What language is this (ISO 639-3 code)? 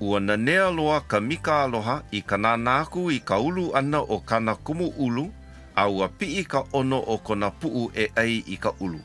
haw